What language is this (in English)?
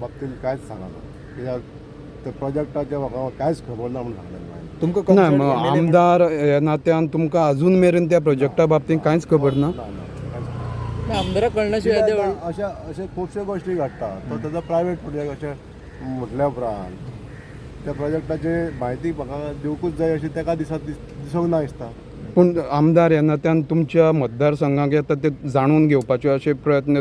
Konkani